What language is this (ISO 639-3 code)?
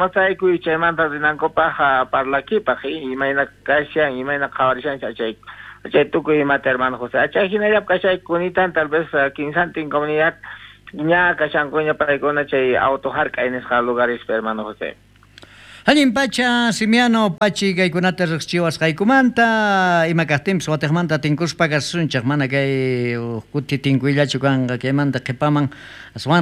quh